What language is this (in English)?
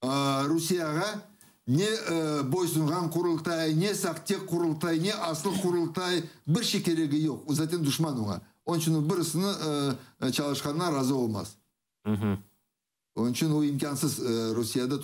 Crimean Tatar